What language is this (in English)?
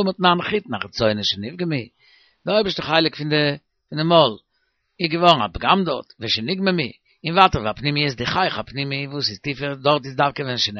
Yiddish